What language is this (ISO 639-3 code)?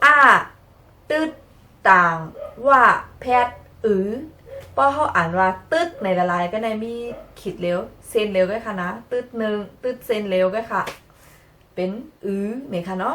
shn